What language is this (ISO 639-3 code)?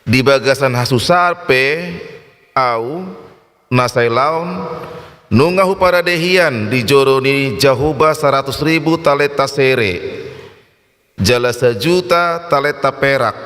bbc